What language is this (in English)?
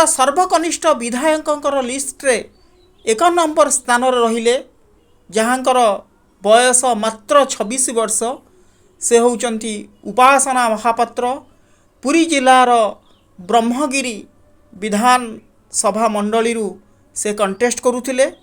Odia